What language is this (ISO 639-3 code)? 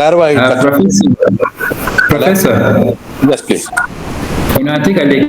ach